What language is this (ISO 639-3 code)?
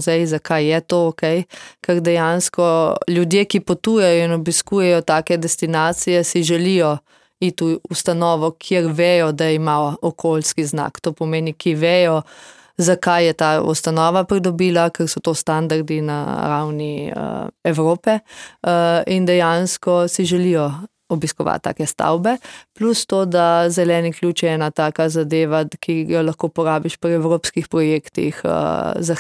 slv